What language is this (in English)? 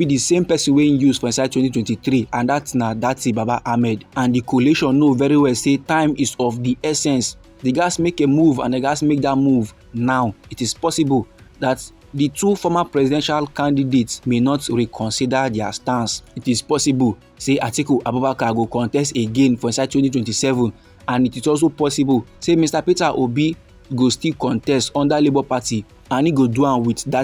Nigerian Pidgin